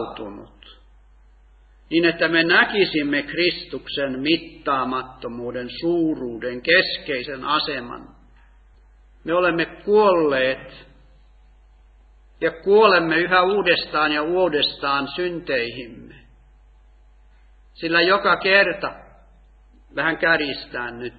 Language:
Finnish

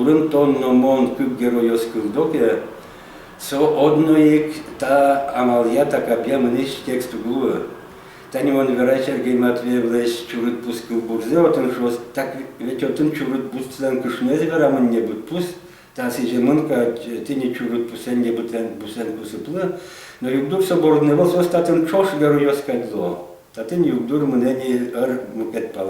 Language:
Udmurt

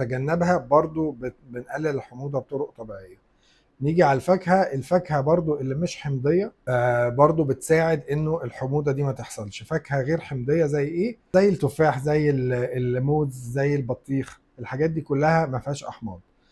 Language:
Egyptian Arabic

